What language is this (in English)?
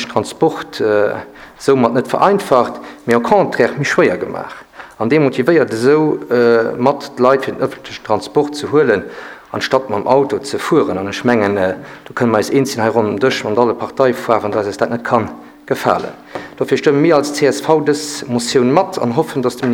Luxembourgish